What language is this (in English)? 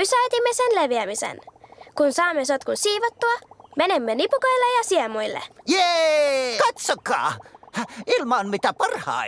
Finnish